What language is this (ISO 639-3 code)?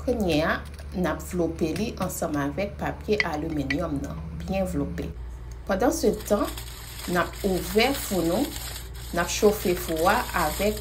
hat